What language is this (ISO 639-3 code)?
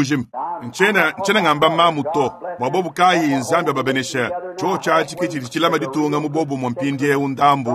lua